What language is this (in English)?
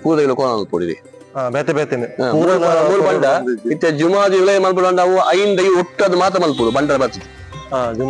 Tulu